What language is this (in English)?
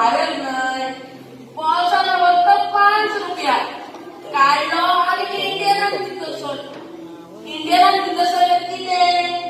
Konkani